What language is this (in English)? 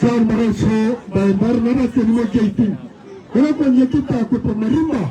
Tswana